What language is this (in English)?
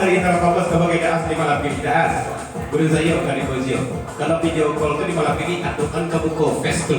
Minangkabau